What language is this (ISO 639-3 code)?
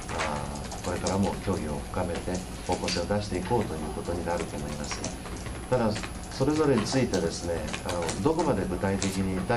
jpn